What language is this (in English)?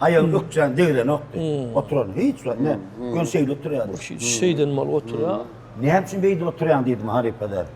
Turkmen